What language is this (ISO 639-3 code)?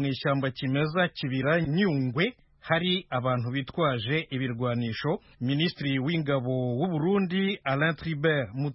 kin